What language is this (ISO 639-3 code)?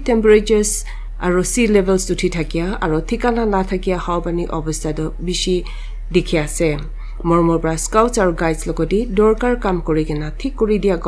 nag